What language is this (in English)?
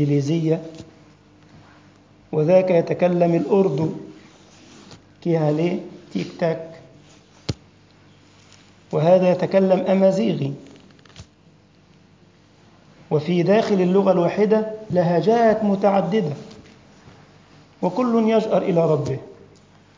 Arabic